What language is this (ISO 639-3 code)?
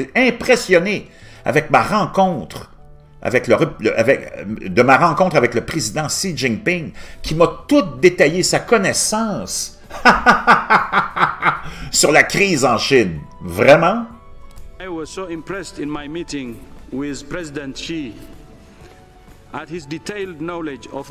fra